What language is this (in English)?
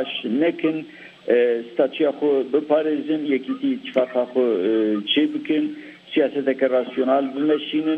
Kurdish